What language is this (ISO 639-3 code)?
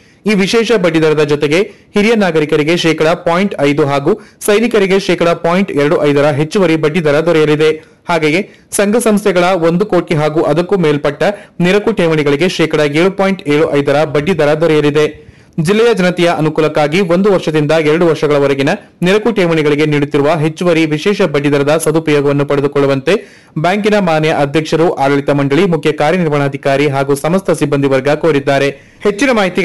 kan